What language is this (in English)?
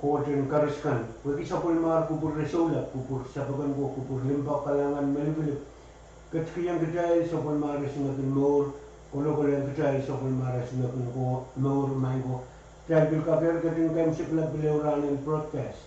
Pohnpeian